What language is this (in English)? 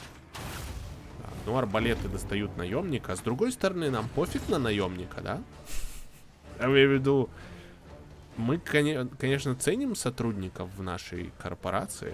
Russian